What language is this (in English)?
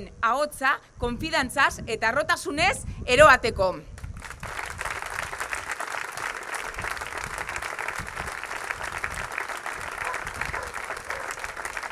Basque